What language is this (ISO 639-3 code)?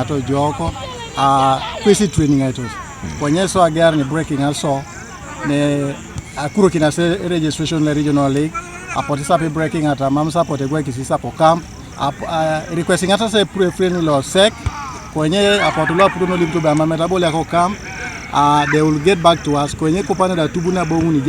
teo